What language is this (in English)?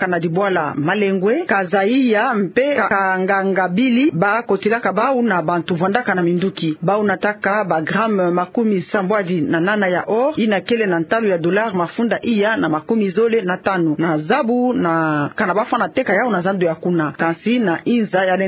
Kituba (Democratic Republic of Congo)